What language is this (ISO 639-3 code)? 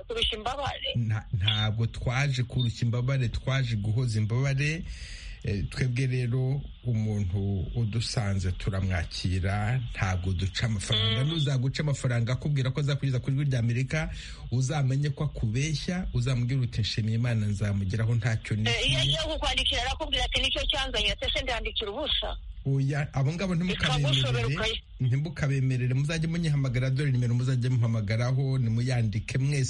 kin